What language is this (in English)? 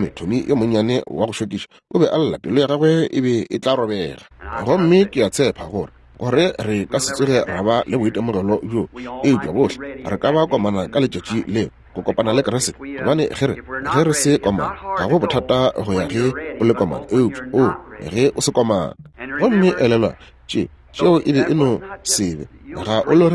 Northern Sotho